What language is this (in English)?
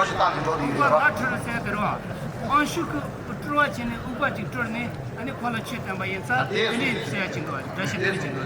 Tibetan